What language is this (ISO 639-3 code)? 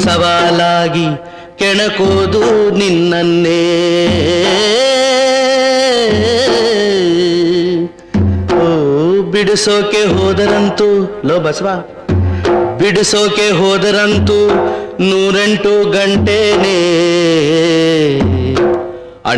kan